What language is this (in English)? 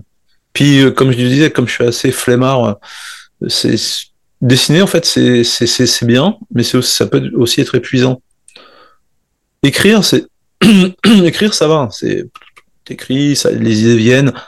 French